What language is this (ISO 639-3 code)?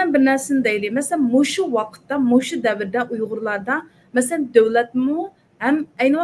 uig